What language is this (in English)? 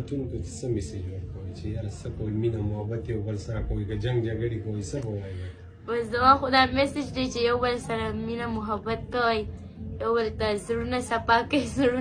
Pashto